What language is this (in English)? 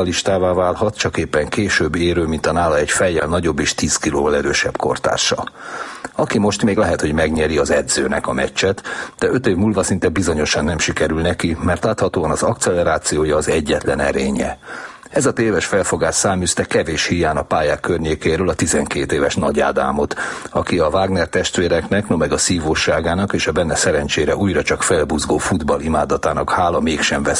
Hungarian